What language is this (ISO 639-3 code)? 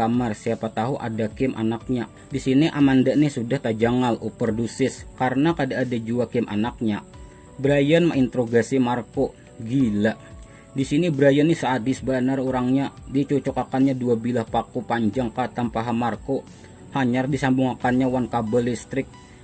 bjn